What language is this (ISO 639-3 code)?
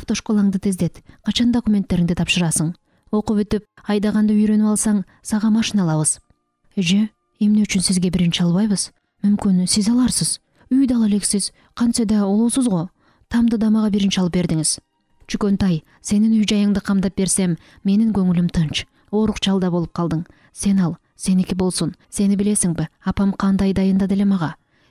kir